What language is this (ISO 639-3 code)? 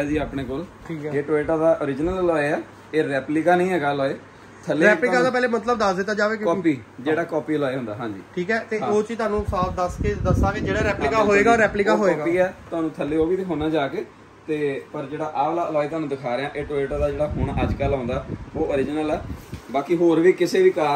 pan